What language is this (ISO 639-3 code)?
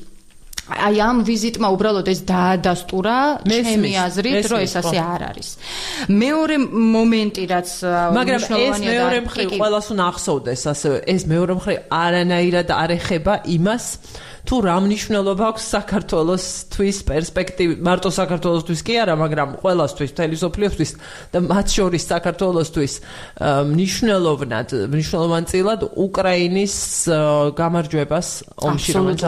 kat